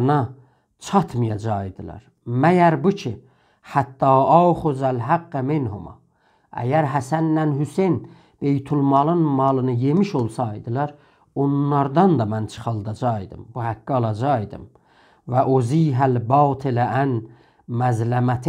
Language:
South Azerbaijani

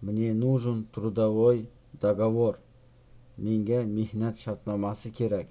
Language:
Uzbek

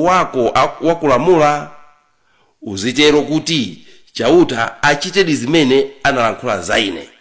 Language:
Nyanja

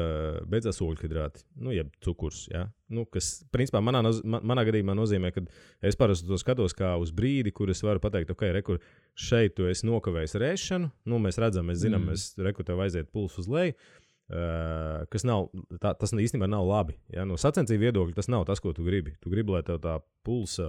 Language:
Latvian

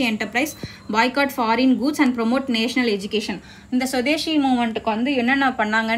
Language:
Tamil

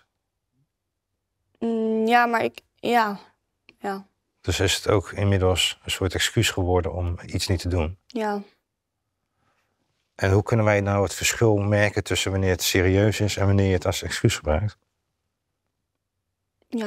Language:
Dutch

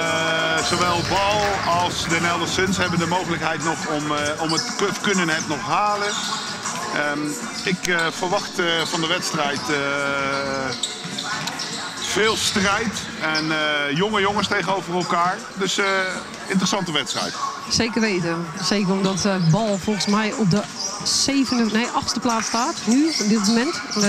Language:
Dutch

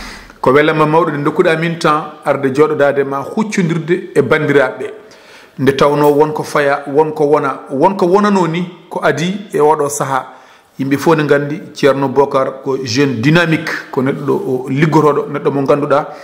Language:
Fula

